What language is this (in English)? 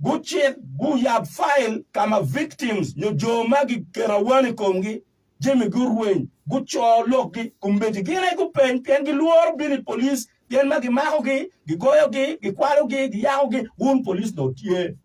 Acoli